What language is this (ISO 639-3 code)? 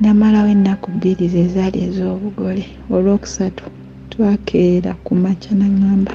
lug